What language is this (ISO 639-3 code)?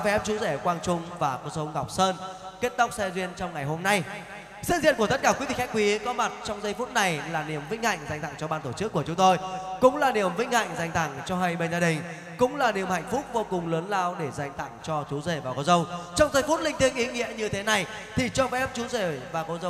vie